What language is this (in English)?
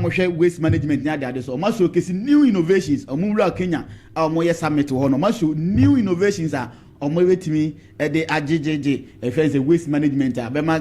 Akan